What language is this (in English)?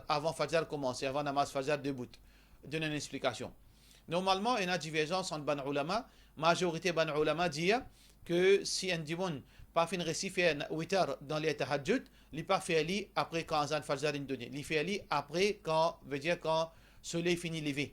Morisyen